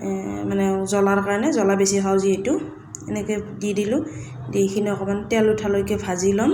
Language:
Assamese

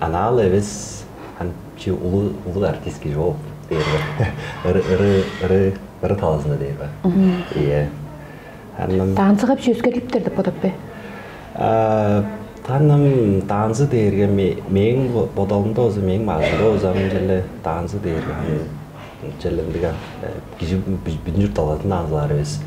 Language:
Tuvinian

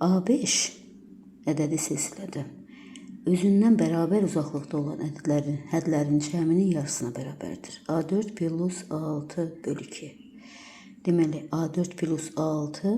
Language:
Azerbaijani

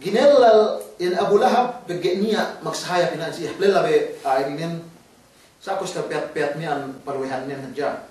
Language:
Yakan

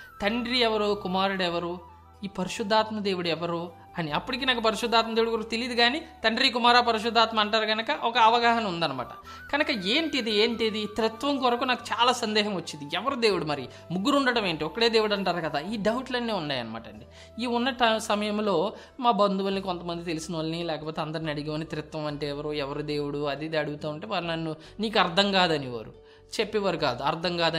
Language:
Telugu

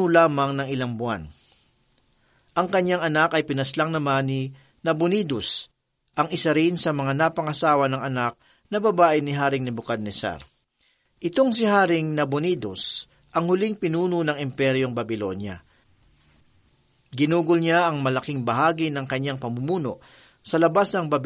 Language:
Filipino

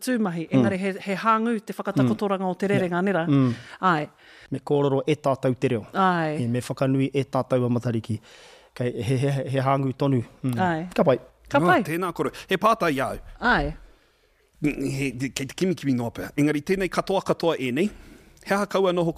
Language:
Māori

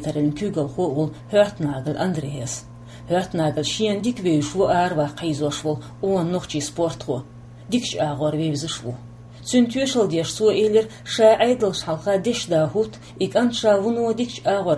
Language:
Chechen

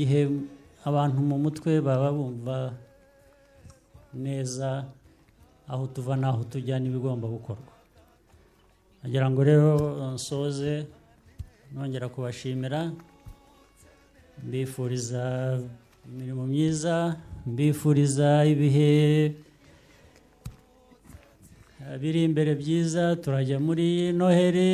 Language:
Kinyarwanda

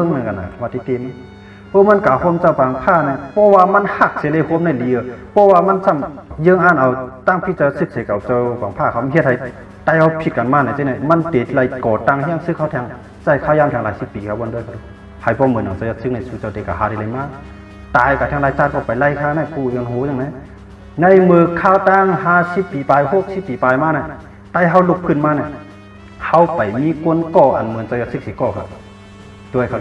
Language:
Shan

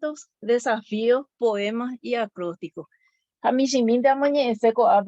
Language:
Guarani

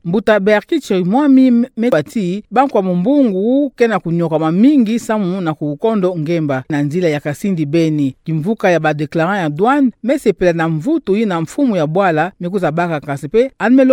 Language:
Kituba (Democratic Republic of Congo)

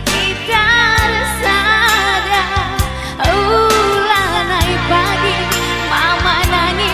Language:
Batak Karo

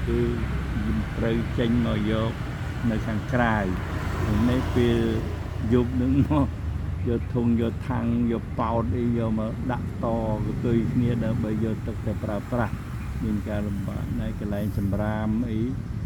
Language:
Khmer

